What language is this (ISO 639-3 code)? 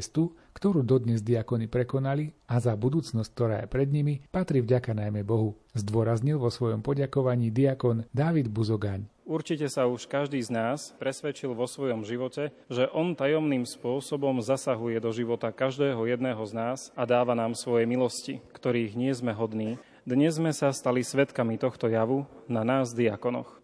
slk